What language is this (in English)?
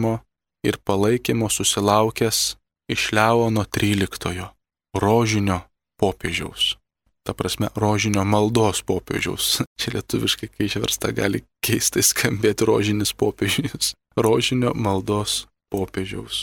Lithuanian